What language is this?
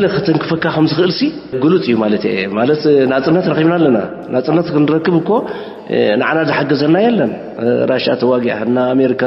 Tigrinya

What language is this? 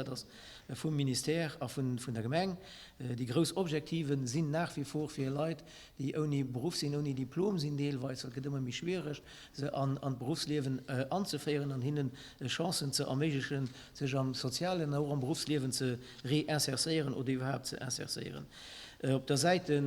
Luxembourgish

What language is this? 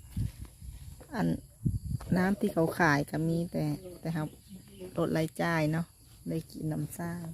Lao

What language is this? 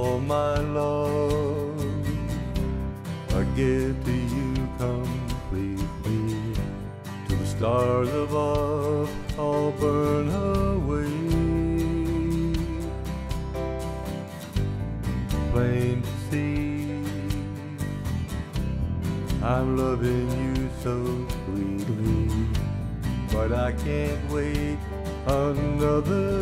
English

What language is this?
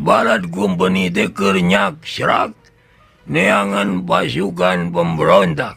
Sundanese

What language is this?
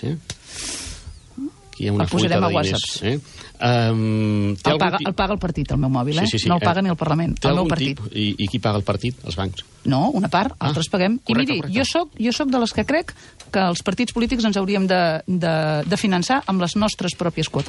Catalan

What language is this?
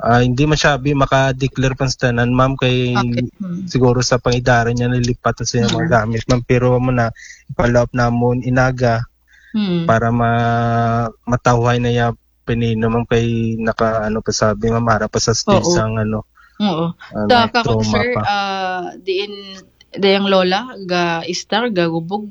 Aklanon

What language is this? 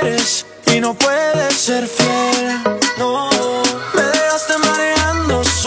Spanish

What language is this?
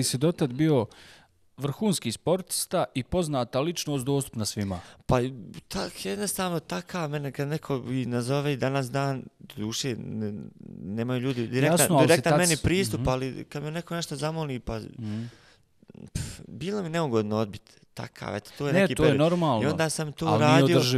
Bosnian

